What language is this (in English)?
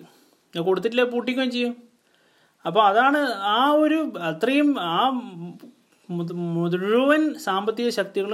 Malayalam